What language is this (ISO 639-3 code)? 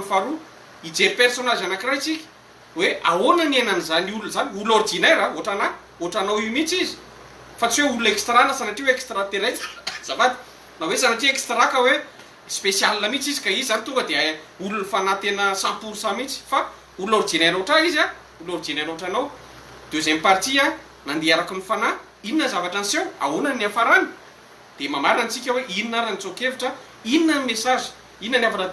mlg